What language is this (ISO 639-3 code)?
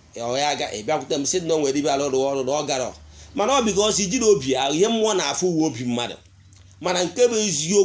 ibo